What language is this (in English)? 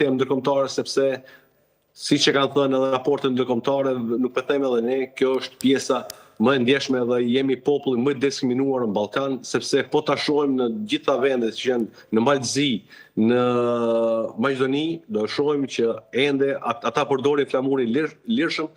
Albanian